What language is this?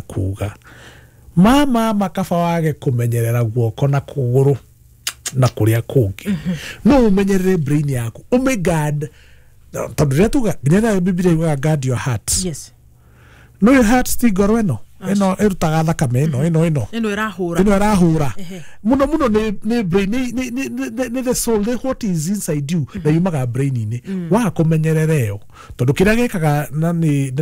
Kikuyu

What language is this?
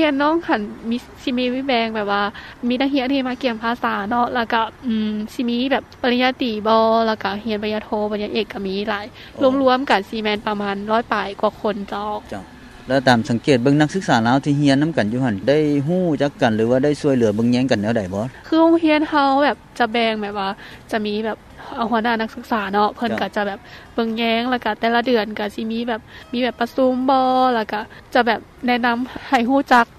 Lao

